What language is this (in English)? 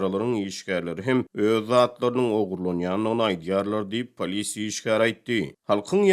Turkmen